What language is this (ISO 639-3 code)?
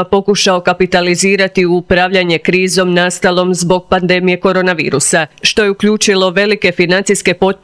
hrv